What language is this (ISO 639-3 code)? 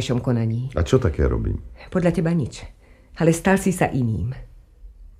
slk